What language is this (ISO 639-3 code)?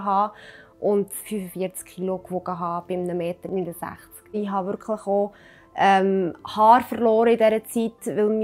gsw